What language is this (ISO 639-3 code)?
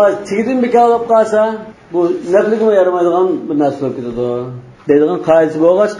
uig